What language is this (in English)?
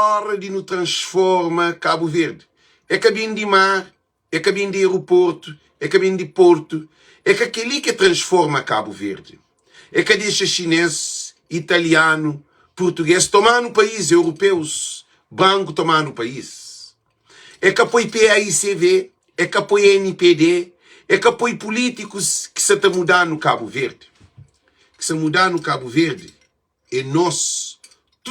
Kabuverdianu